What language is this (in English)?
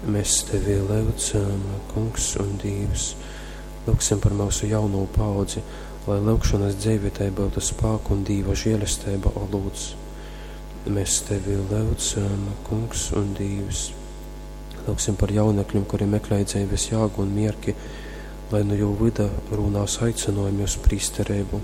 Latgalian